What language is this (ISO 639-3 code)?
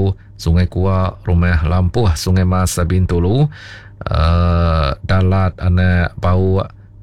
iba